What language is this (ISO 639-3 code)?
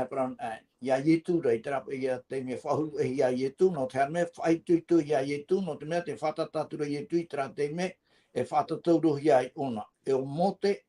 tah